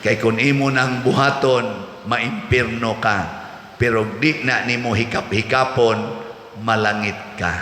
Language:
Cebuano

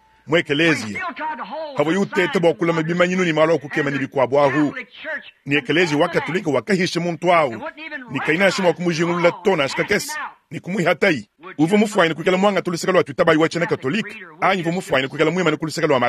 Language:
Luba-Lulua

